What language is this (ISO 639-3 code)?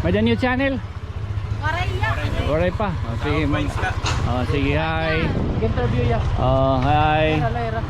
war